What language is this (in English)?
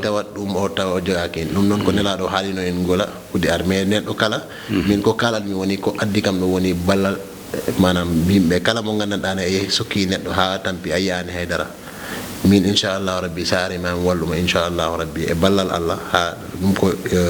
Fula